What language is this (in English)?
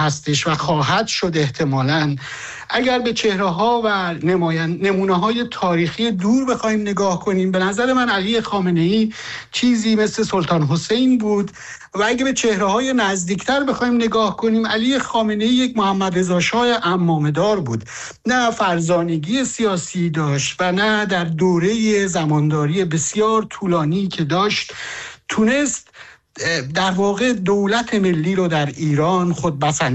Persian